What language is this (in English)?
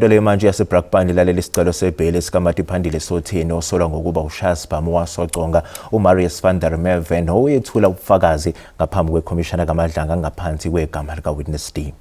Zulu